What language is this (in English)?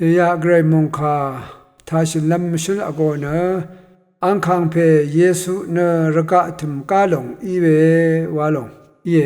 Rawang